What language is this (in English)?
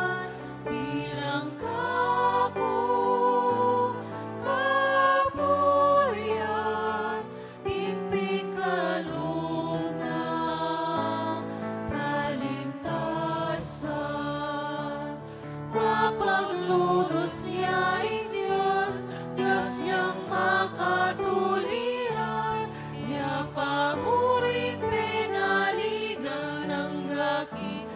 Pampanga